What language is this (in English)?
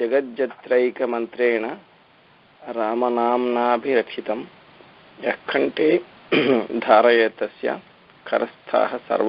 Sanskrit